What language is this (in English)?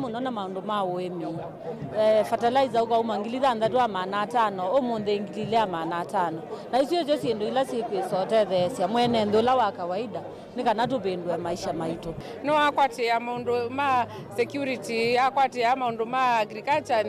Kamba